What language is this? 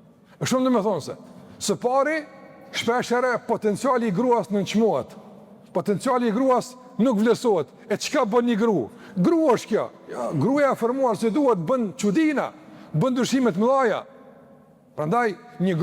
Albanian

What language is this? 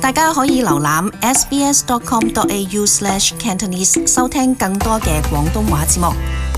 Cantonese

